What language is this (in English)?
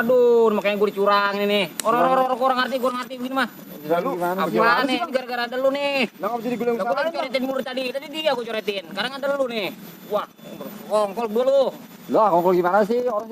Betawi